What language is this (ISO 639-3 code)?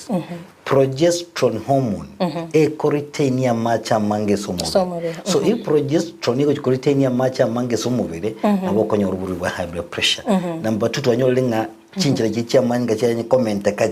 guz